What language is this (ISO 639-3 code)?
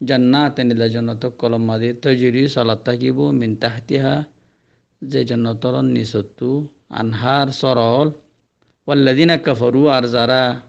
rhg